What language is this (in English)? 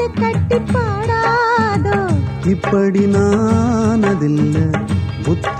Tamil